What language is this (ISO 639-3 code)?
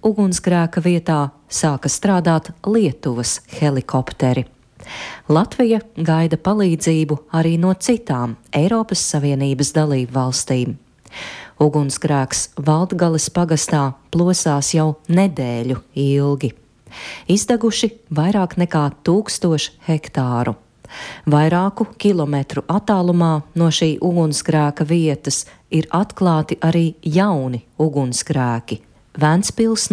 lav